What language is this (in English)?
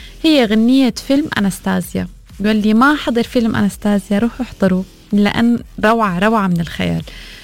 Arabic